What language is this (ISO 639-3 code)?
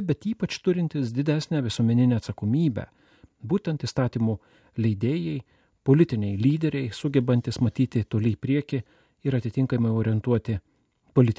lit